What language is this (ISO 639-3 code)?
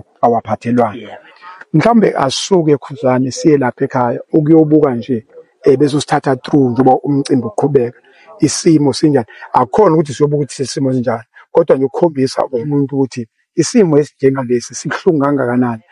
zul